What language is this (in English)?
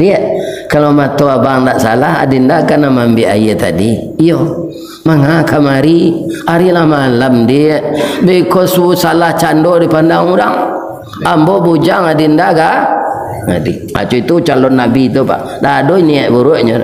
Minangkabau